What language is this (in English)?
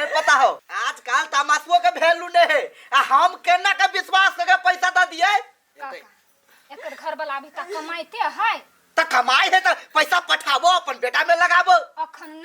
Maithili